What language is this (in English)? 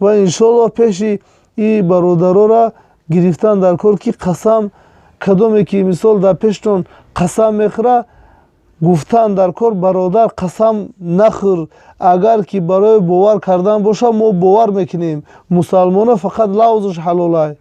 Tajik